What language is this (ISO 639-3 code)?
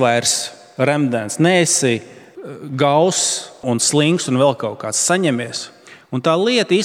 lav